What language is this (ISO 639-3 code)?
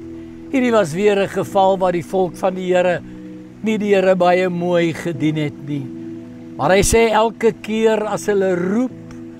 afr